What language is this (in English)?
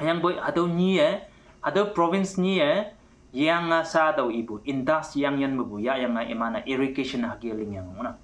Konyak Naga